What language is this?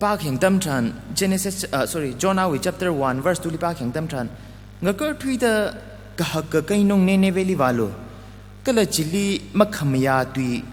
Tangkhul Naga (India)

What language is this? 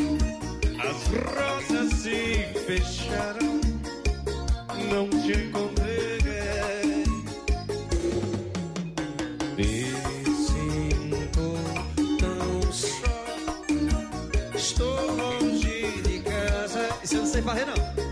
Portuguese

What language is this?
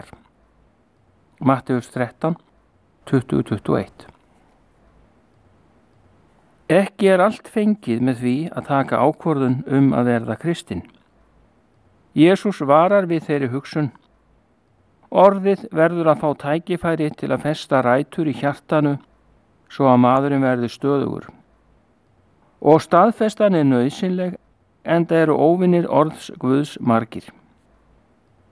Icelandic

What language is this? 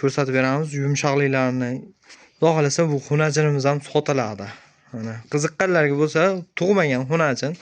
Uzbek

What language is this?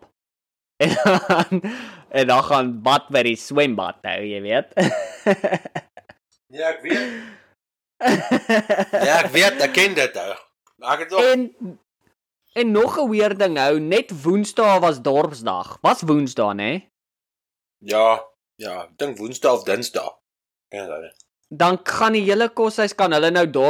Afrikaans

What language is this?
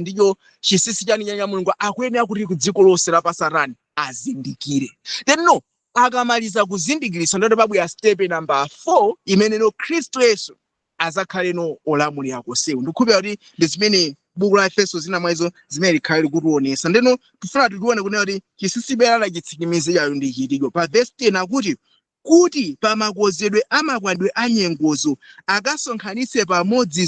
Nyanja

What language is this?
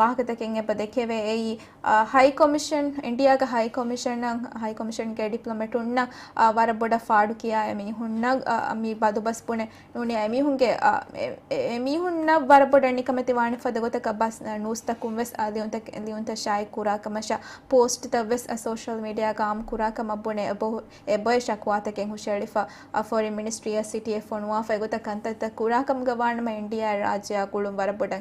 Divehi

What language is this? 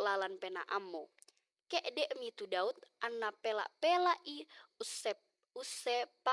Toraja-Sa'dan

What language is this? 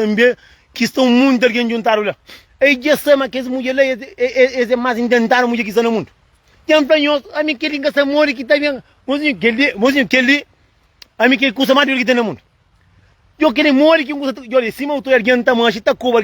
Kabuverdianu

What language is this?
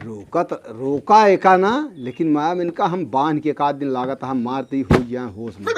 Awadhi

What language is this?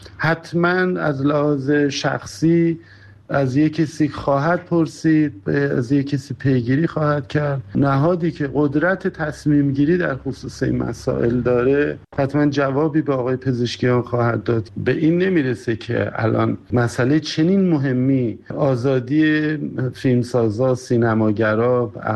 Persian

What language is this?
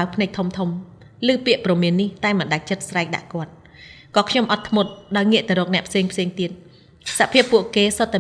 Khmer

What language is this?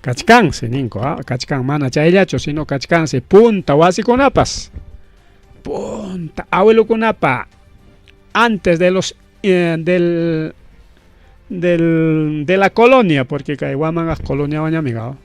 Ayacucho Quechua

